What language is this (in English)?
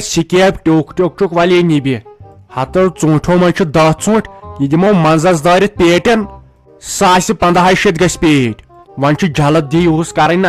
Kashmiri